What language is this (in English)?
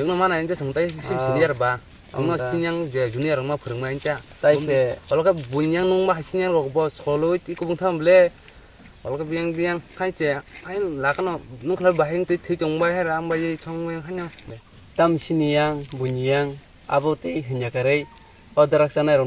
Kok Borok